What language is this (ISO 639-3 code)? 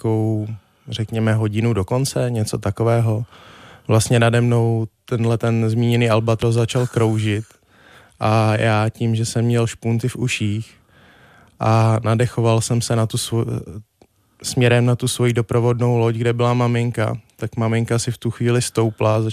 ces